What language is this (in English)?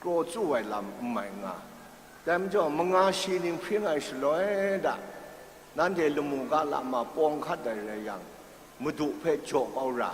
Kachin